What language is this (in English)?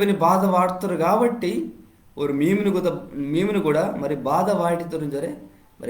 Koya